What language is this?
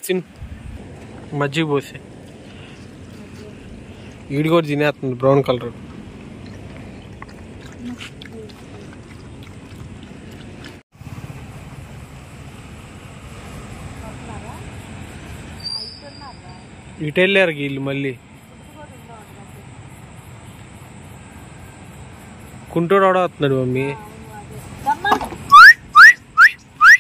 Telugu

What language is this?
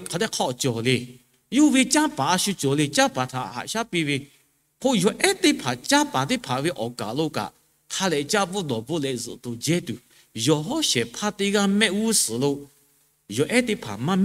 Lahu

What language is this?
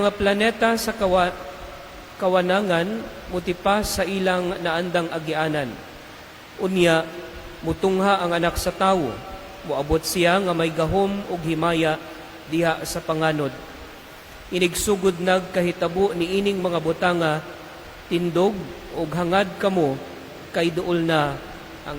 Cebuano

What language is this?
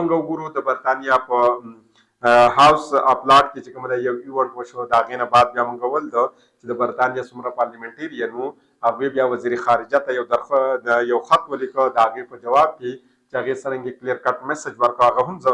Pashto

